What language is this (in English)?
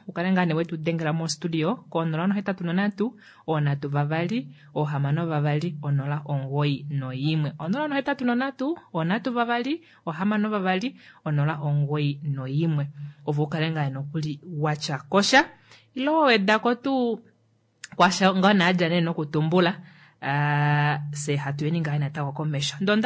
Kuanyama